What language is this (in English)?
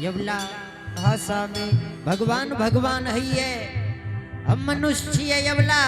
Angika